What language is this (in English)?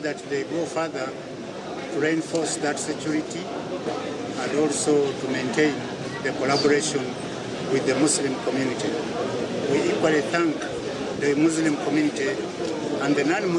Nyankole